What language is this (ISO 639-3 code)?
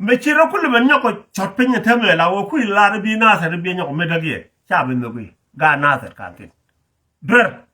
nus